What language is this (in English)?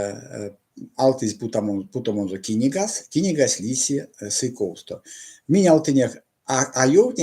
Erzya